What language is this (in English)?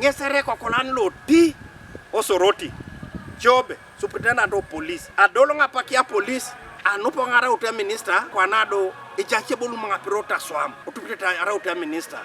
Teso